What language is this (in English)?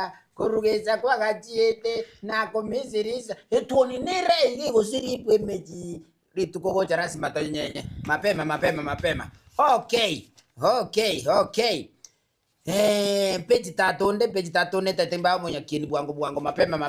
Gusii